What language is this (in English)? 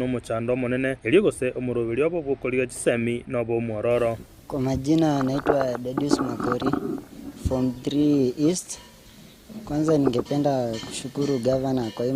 Gusii